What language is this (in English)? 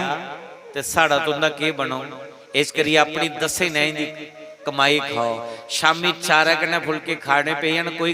Dogri